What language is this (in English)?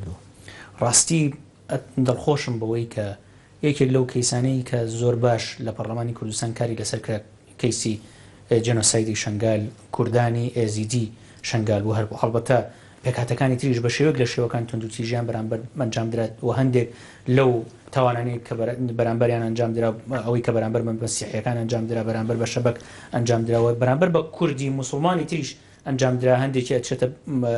Central Kurdish